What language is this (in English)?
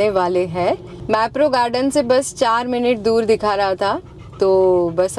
Hindi